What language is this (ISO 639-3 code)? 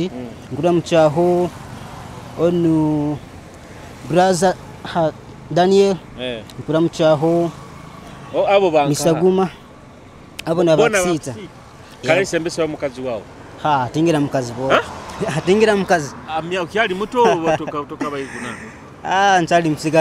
nyo